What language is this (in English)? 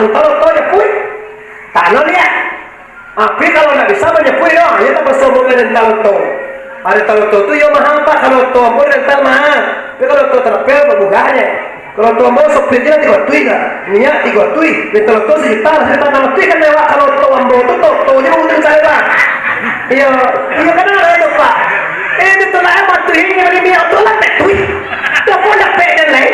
Minangkabau